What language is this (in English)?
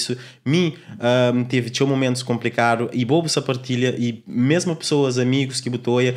Kabuverdianu